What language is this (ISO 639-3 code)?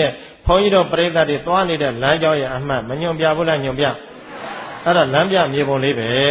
mya